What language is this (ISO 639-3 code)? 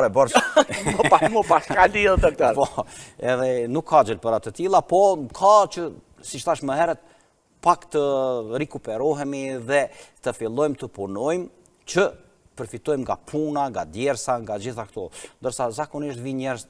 sqi